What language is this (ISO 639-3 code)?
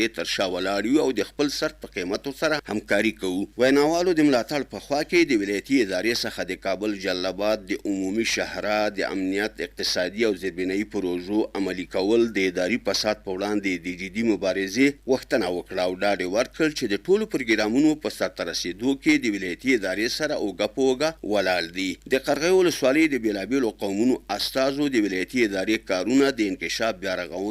pus